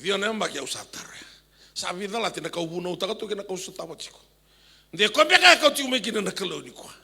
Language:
Fijian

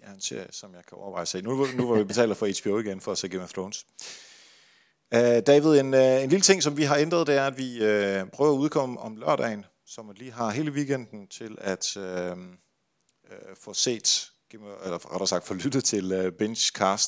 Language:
Danish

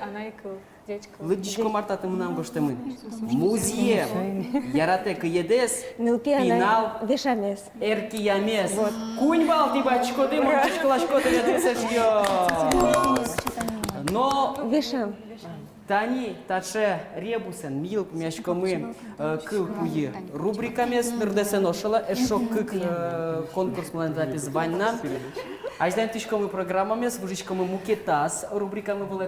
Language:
Udmurt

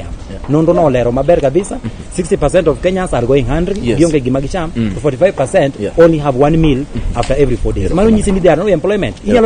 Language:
Luo (Kenya and Tanzania)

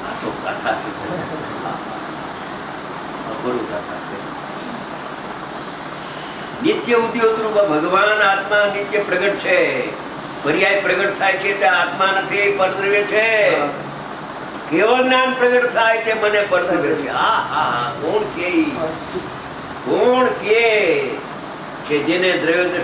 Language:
Gujarati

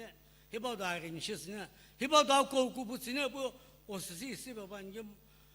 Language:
Sumi Naga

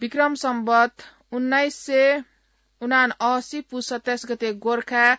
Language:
Newari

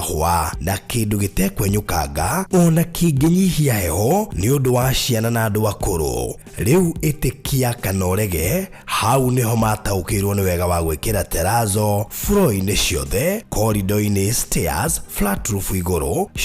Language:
Kikuyu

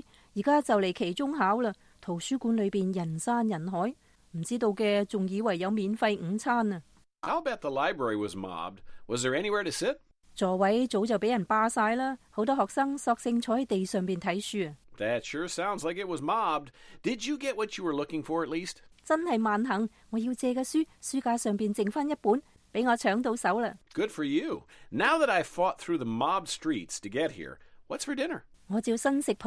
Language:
Cantonese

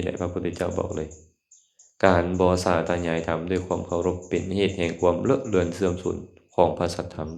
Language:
Lao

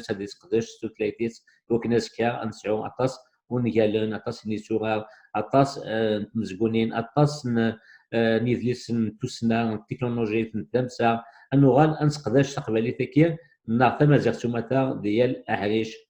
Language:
Kabyle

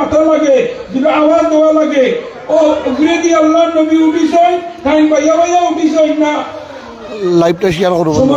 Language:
Sylheti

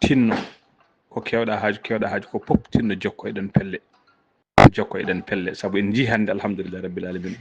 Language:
Fula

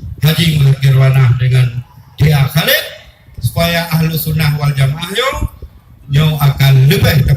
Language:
Achinese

